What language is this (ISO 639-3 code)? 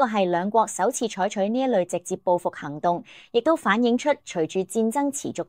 yue